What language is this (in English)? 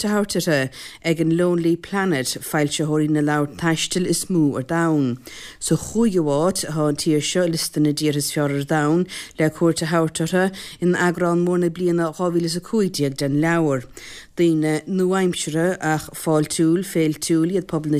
Irish